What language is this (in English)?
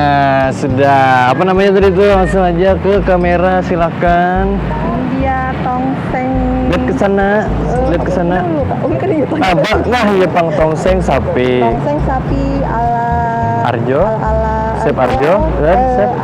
Banjar